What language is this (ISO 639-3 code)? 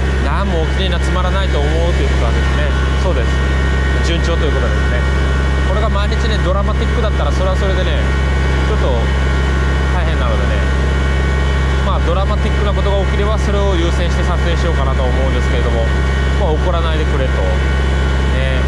jpn